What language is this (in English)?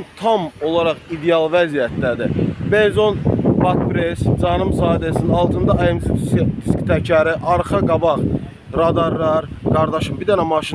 Azerbaijani